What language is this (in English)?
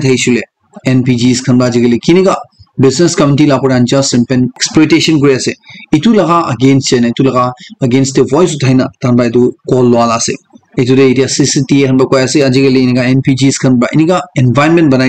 Naga Pidgin